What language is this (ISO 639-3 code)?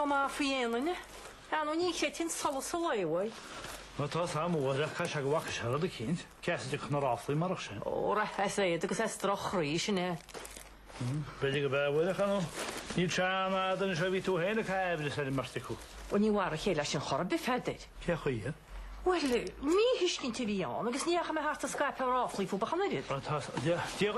gle